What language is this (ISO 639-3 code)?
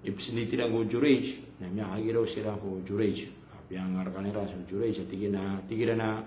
mrw